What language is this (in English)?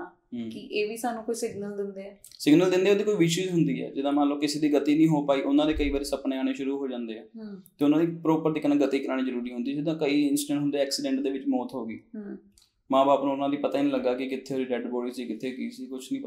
Punjabi